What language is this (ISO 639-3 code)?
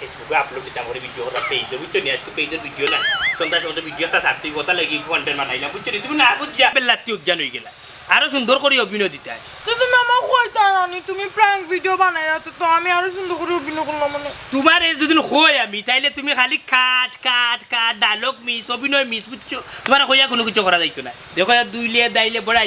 syl